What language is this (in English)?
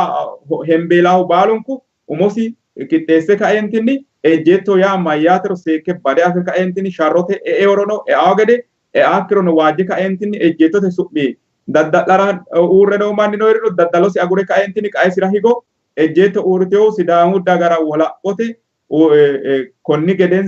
Sidamo